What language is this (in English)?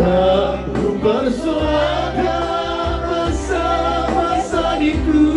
Batak Toba